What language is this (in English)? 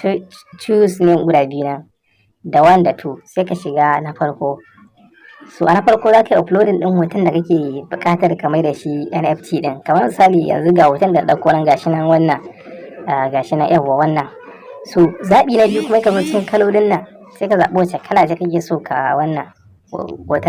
Hausa